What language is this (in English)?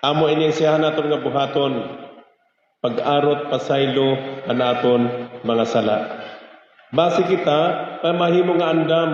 Waray